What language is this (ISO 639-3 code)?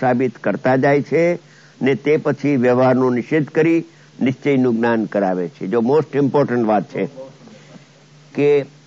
guj